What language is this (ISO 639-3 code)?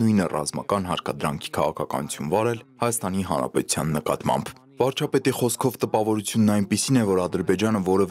hye